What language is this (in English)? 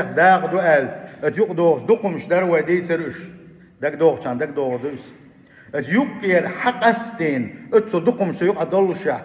Chechen